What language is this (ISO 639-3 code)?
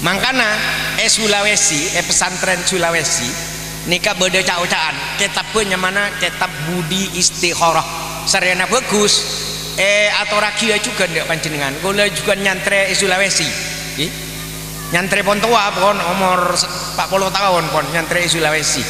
mad